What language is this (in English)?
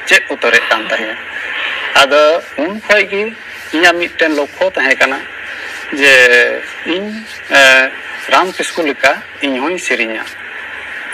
Santali